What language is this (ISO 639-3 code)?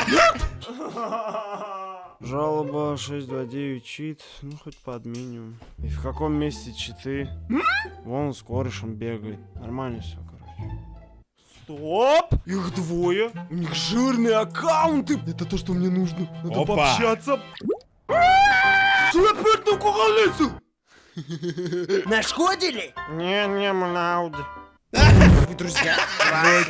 rus